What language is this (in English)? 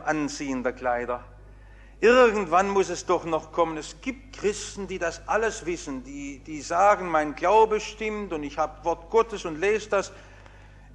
German